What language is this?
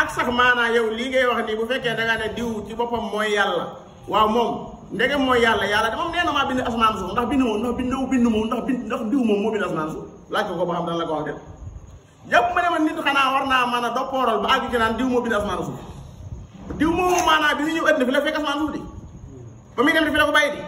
Wolof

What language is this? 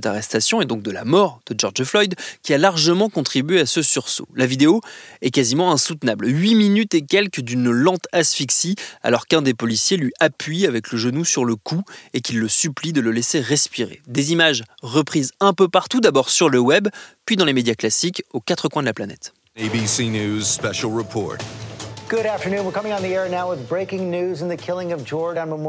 French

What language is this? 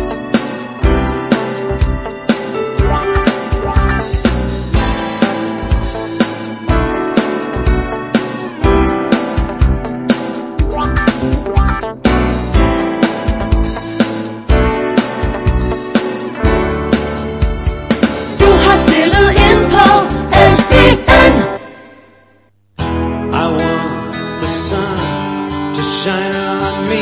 Danish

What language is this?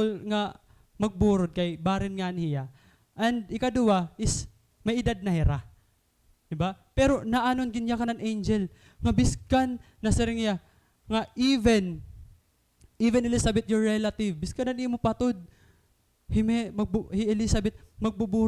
Waray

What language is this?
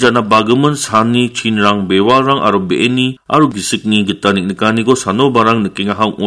Garo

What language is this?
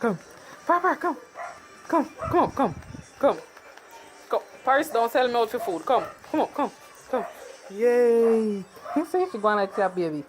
Jamaican Creole English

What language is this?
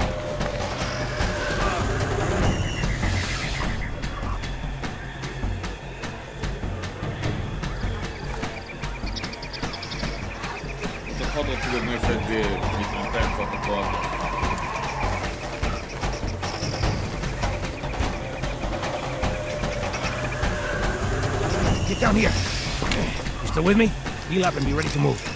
Hungarian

